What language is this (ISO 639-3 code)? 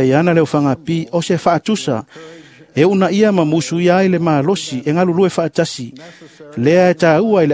smo